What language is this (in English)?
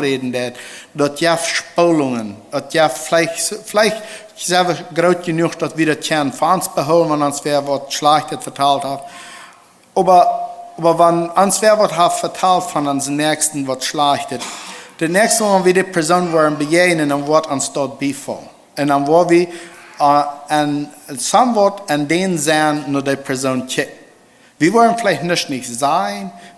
Plautdietsch